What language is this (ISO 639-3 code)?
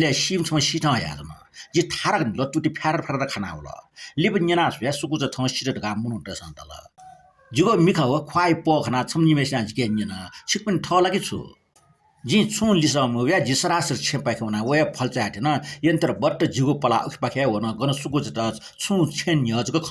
new